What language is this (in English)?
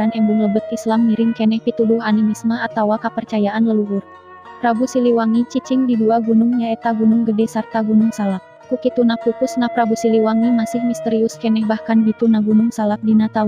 Sundanese